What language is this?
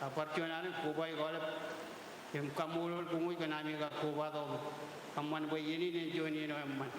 Marshallese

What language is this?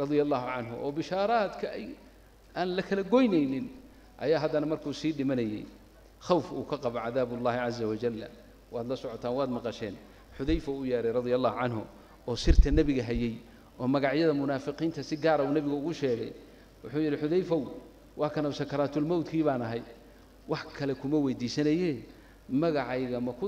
Somali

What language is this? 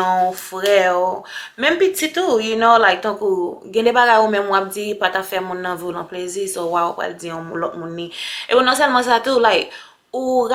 Haitian Creole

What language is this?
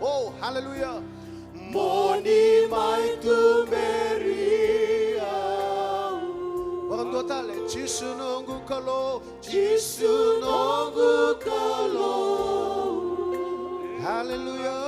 Fijian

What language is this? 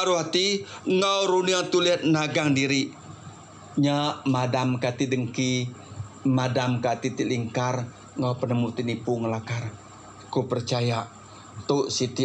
Iban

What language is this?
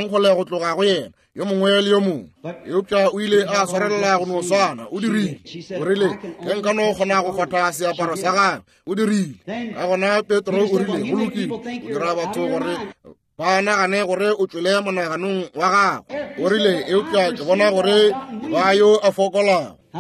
Northern Sotho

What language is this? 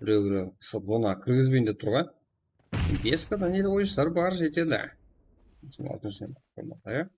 Kara-Kalpak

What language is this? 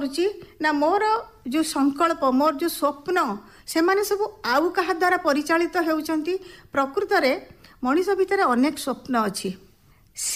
Odia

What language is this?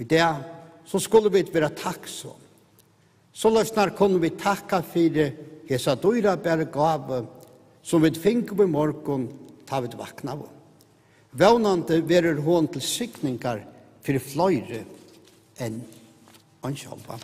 Faroese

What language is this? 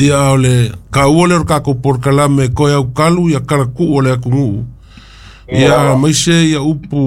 Samoan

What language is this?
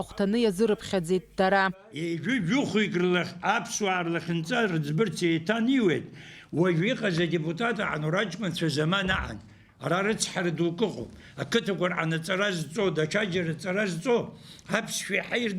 Abkhazian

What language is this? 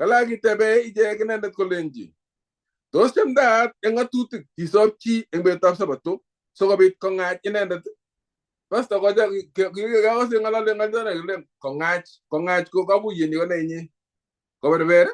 Kalenjin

